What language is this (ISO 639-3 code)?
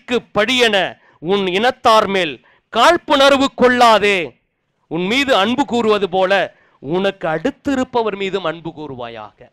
tam